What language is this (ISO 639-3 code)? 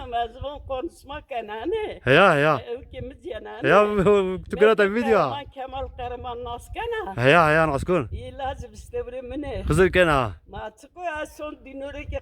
zza